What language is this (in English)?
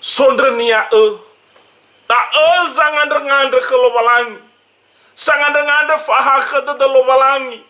Nias